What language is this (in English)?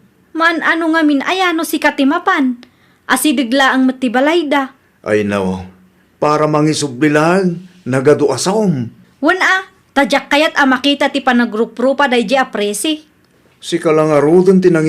Iloko